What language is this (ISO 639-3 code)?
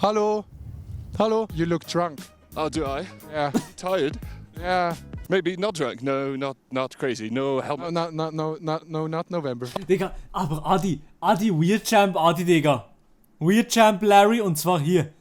gsw